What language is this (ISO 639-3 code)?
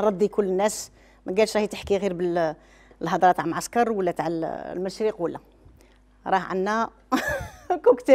arq